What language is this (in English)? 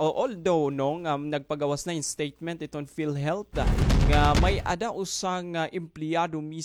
Waray